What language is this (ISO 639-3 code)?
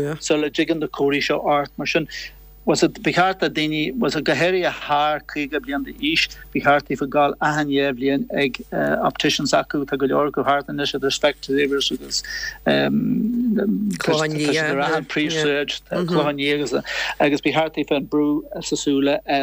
gle